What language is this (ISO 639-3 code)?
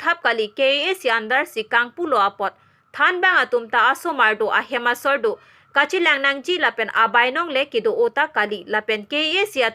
mjw